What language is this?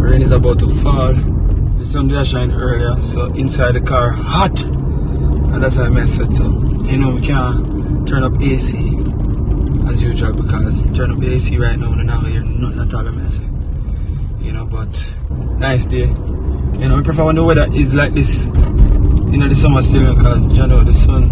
Jamaican Creole English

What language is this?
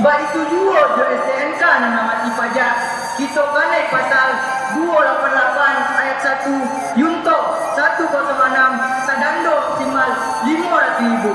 Minangkabau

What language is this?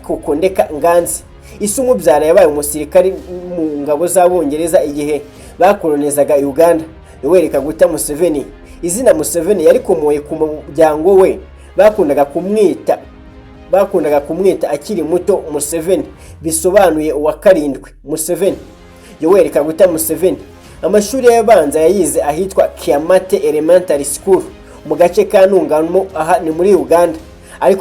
Kinyarwanda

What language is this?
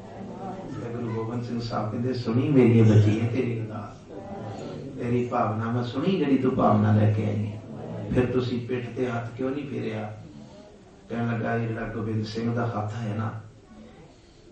Punjabi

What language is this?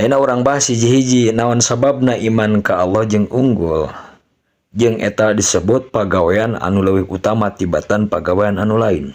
Sundanese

